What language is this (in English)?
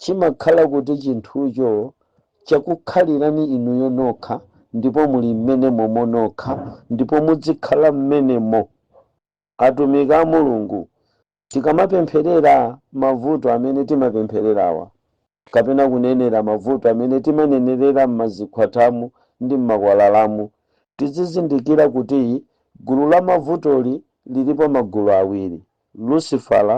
Nyanja